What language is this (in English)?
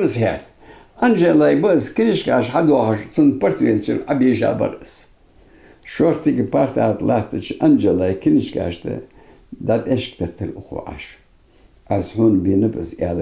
Ingush